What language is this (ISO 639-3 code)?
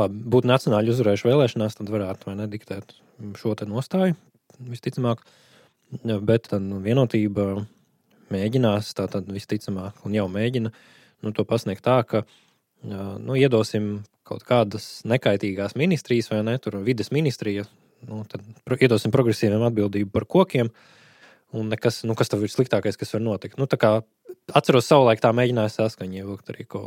lav